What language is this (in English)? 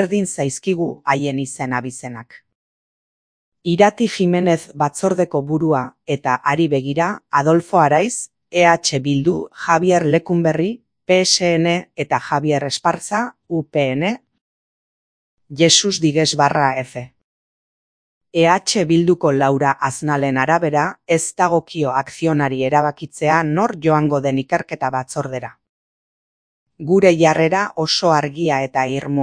Basque